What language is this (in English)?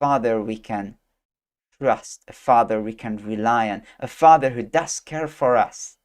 English